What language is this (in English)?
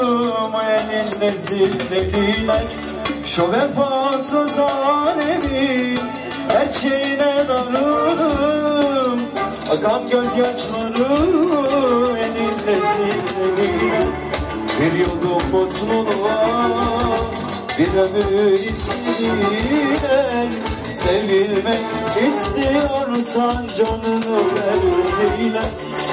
Turkish